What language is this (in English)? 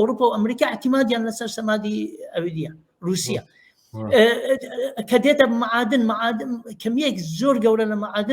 Central Kurdish